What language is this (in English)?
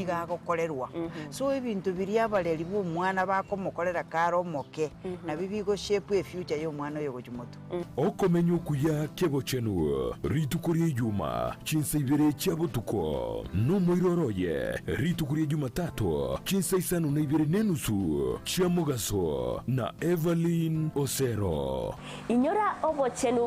Gusii